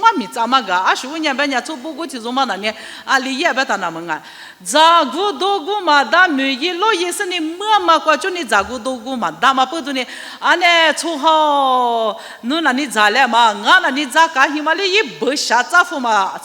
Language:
Lisu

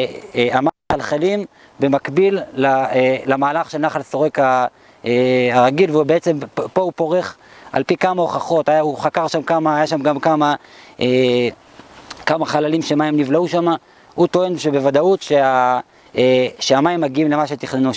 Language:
Hebrew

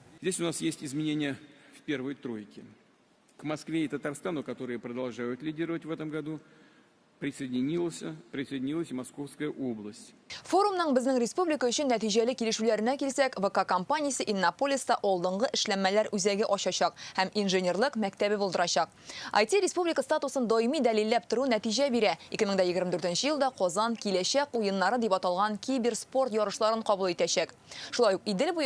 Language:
Tatar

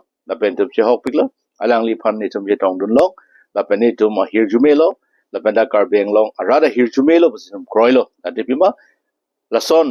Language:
Karbi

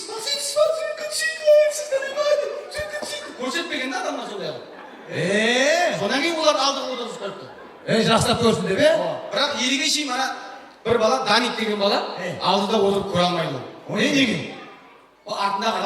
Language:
Kara-Kalpak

